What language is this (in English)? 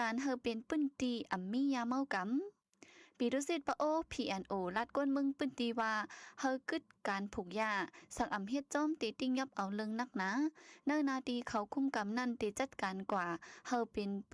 Shan